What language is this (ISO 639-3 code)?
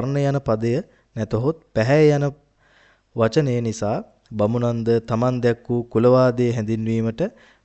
sin